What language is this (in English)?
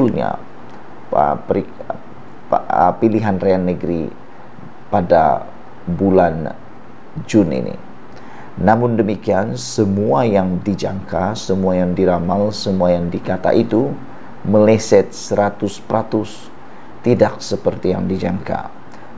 Malay